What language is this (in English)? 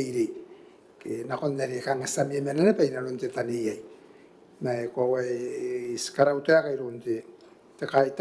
Gilbertese